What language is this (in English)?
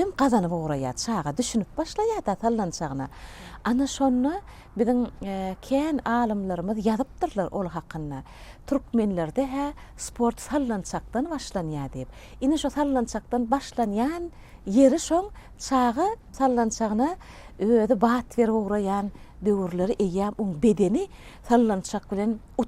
Turkmen